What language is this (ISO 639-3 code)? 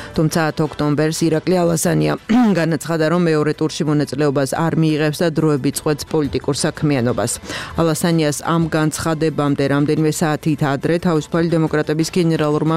kat